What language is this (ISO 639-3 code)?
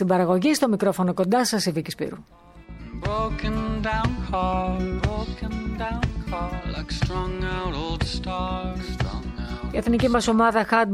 ell